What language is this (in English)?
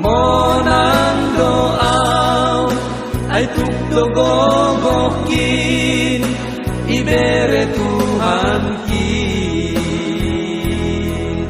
Batak Simalungun